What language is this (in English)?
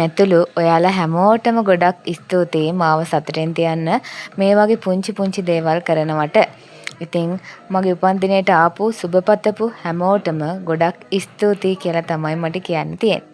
Sinhala